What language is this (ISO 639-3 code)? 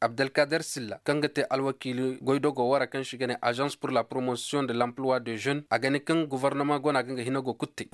ses